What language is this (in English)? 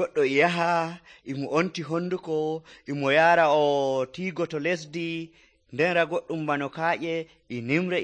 Nigerian Fulfulde